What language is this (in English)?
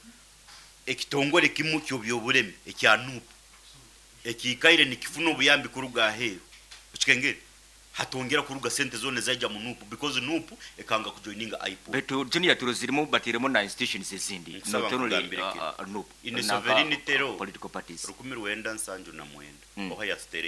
Nyankole